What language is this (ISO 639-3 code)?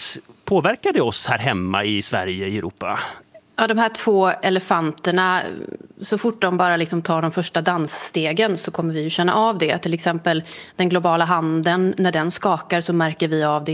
swe